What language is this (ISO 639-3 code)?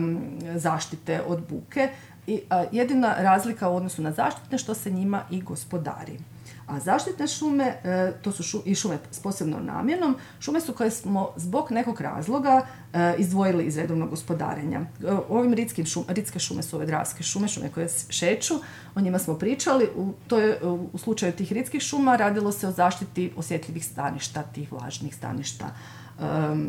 hrv